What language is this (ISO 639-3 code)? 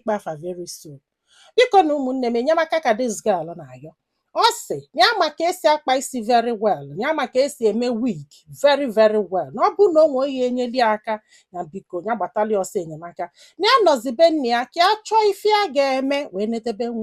ibo